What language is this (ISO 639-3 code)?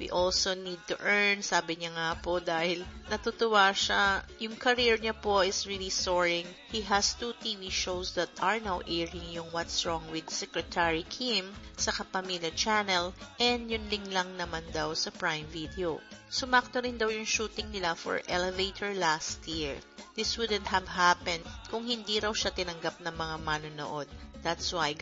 fil